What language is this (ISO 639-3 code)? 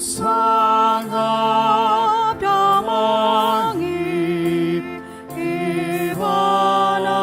bbc